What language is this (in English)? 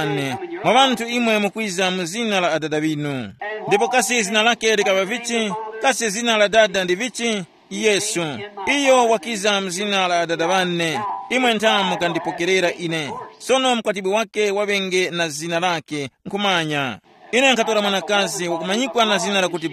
Tumbuka